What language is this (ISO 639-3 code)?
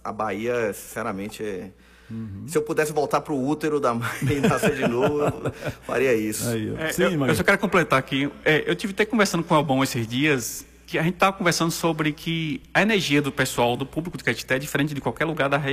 por